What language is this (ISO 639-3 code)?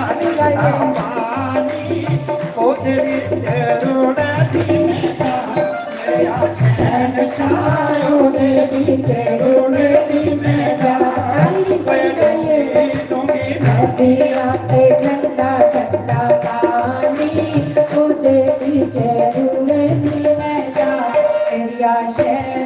doi